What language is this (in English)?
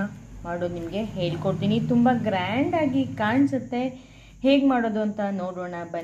Kannada